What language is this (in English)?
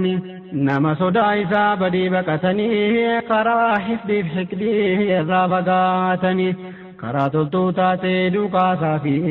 Oromo